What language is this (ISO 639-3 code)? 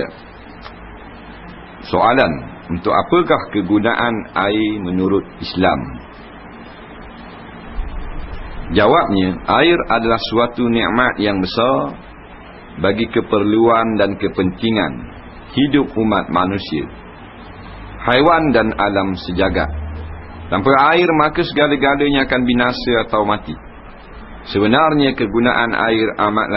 msa